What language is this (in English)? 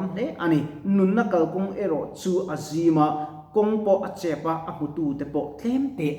Mizo